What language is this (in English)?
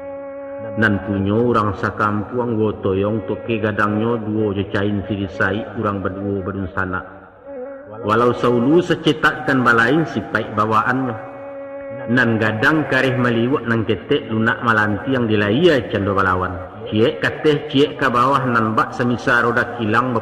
Minangkabau